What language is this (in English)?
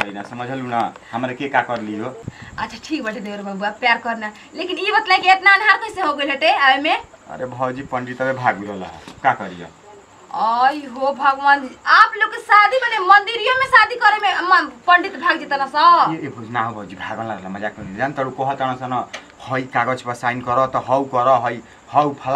Bhojpuri